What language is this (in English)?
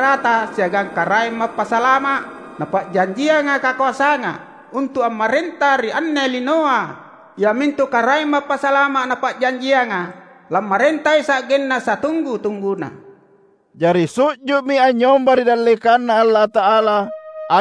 Makasar